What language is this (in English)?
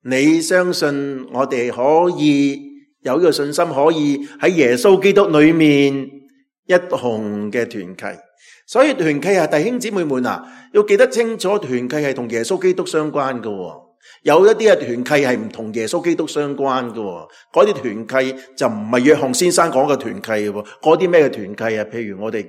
Cantonese